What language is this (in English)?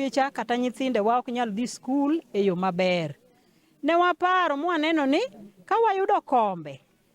Luo (Kenya and Tanzania)